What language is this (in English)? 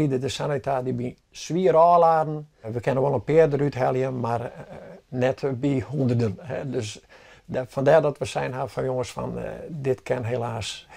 Western Frisian